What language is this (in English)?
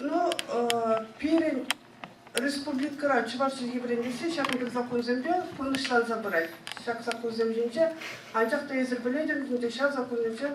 Chuvash